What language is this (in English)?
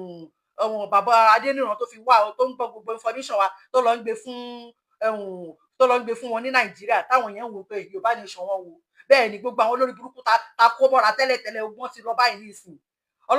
Yoruba